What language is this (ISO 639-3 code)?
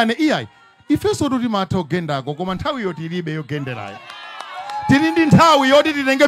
nya